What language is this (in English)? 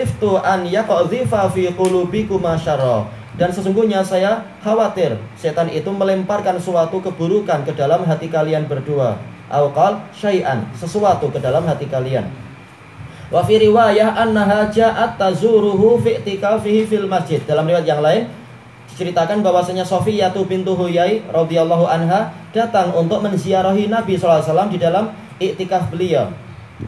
Indonesian